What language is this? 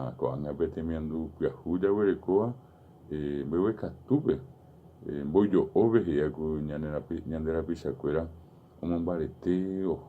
Guarani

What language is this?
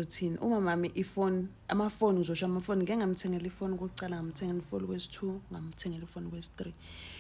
Zulu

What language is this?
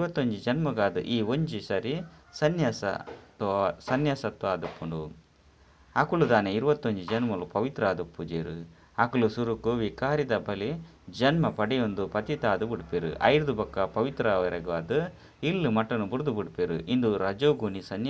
Tulu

